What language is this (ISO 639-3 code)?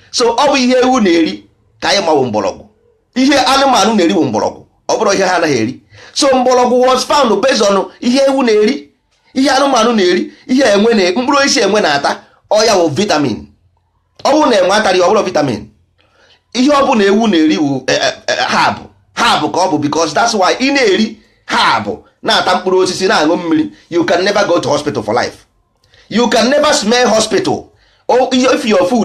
ibo